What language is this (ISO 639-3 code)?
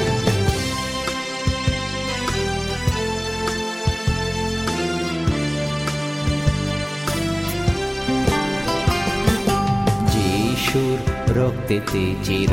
ben